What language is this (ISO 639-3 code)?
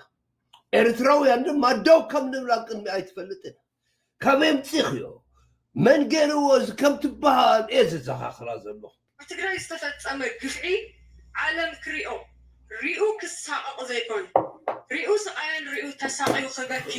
tir